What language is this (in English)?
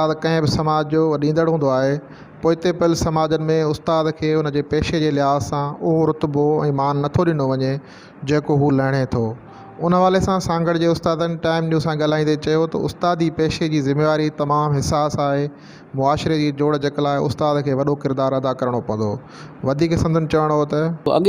Sindhi